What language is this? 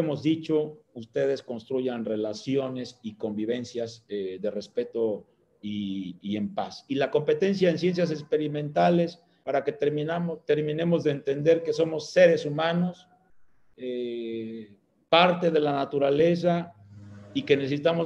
Spanish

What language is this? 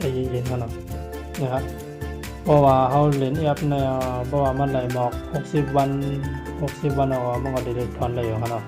Shan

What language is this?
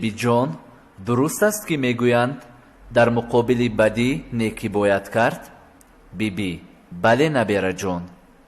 Tajik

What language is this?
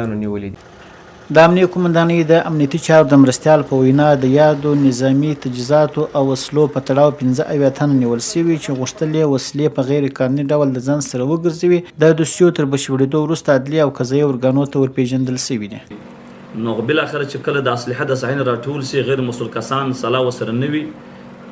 Pashto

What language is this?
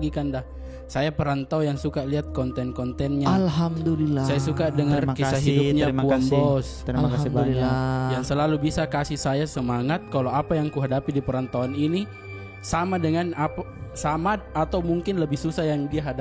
Makassar Malay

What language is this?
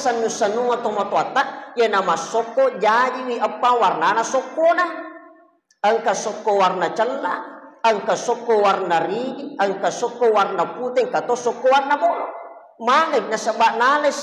Buginese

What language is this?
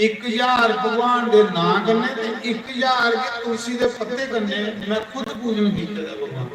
Dogri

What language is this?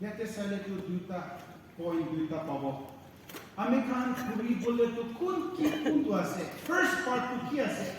Naga Pidgin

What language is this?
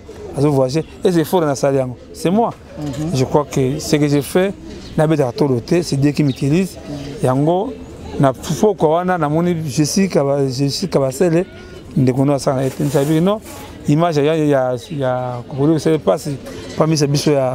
Lingala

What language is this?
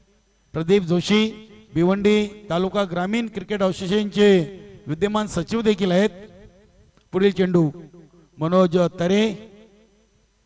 Marathi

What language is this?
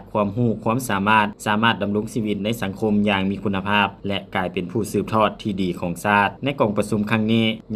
Lao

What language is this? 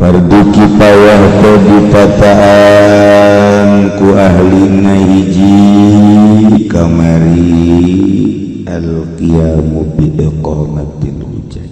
Sundanese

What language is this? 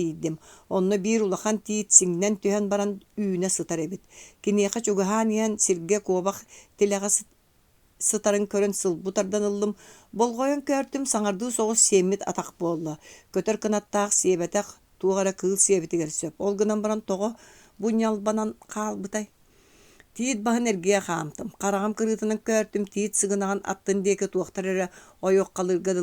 Yakut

